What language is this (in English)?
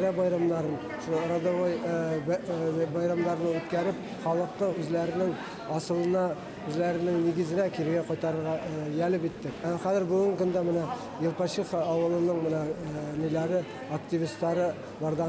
Bashkir